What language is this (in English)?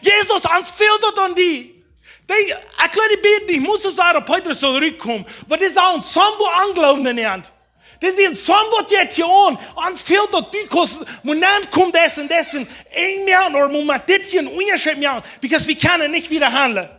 Plautdietsch